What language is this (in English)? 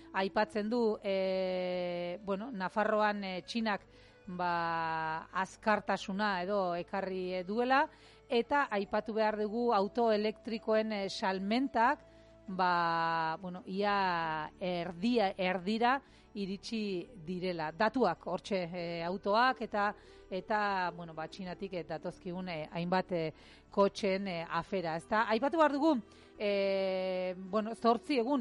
Basque